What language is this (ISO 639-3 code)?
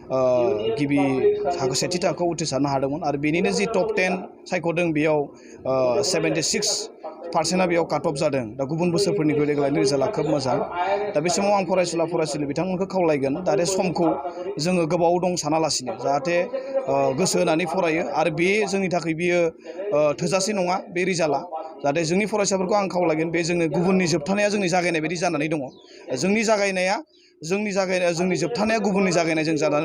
brx